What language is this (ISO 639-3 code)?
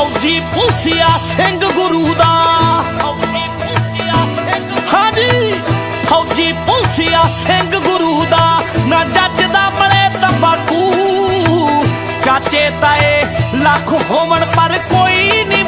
pan